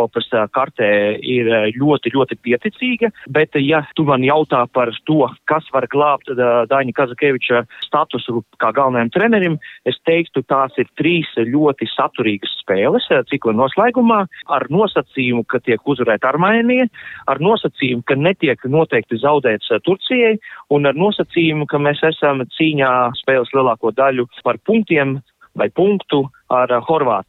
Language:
Latvian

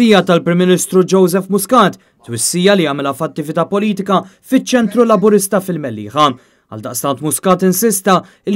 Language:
Maltese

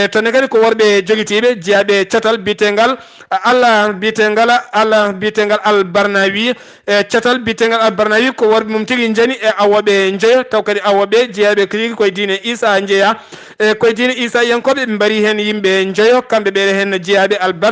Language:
Fula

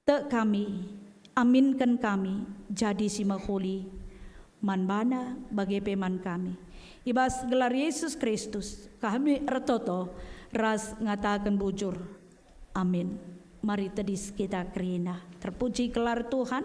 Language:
Batak Karo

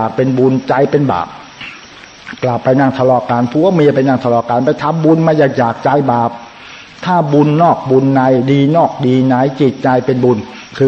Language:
Thai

